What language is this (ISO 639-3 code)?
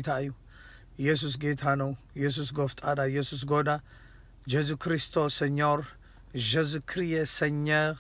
tir